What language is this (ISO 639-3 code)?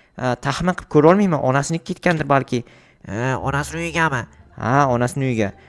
uzb